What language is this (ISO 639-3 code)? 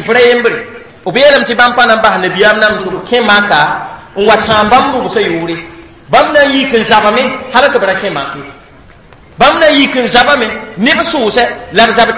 mos